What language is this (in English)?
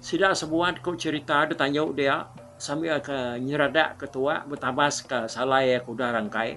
Iban